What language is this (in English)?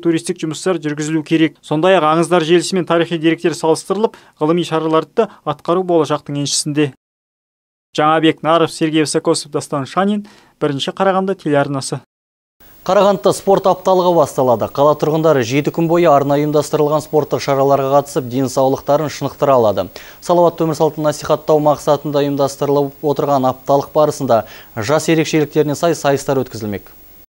Kazakh